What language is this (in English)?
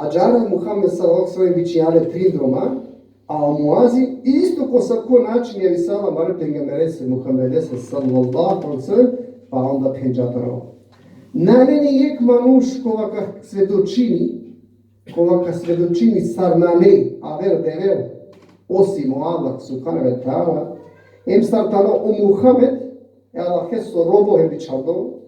Balkan Romani